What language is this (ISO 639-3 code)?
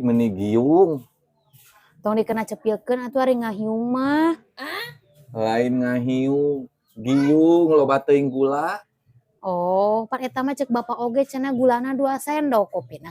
sun